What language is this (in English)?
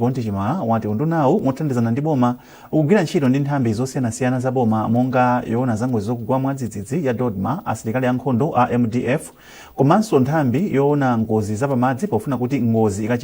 Nyanja